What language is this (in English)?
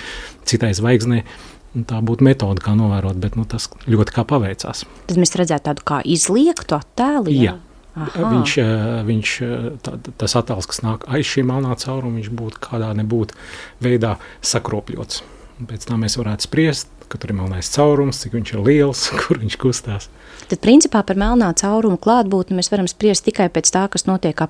Latvian